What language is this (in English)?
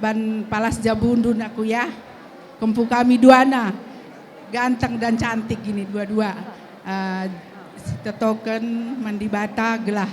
Batak Karo